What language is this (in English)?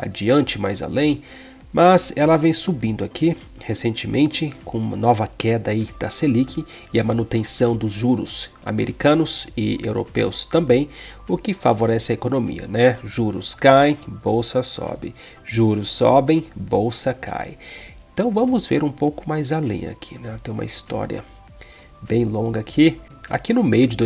Portuguese